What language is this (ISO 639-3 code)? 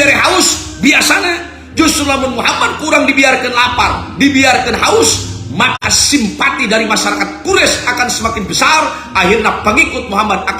sun